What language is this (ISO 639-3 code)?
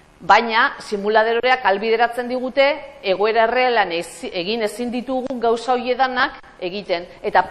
eus